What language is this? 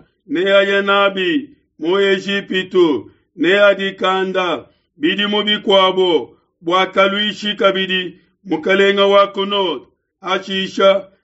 Luba-Lulua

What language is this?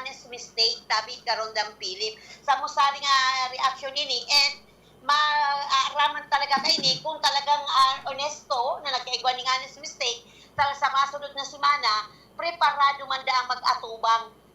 Bikol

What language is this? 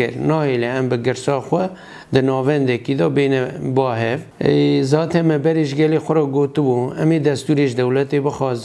Kurdish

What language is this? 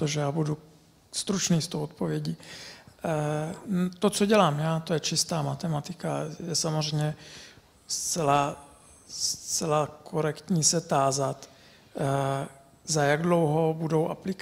Czech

